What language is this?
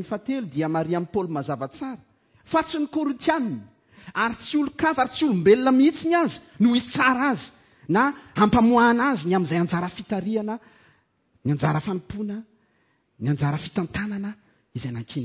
Malagasy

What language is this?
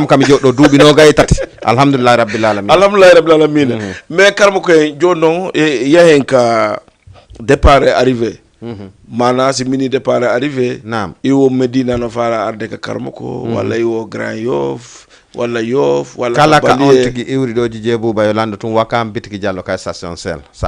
Fula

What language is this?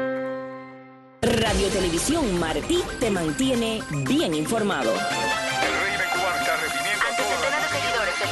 Spanish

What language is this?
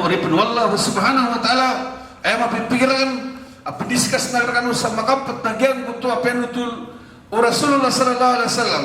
Maranao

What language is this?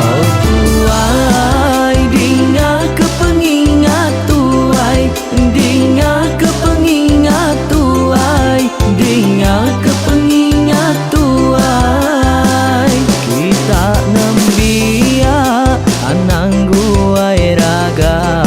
Iban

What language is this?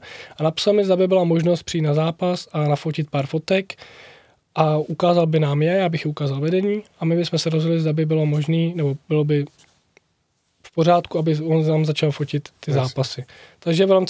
Czech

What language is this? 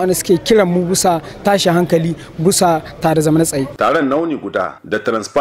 Hausa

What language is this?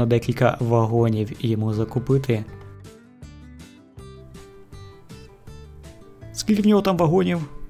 Ukrainian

